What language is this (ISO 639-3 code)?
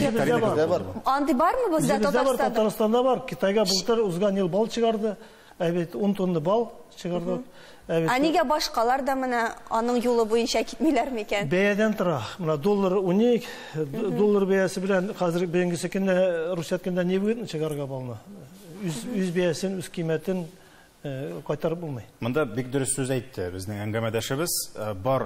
tat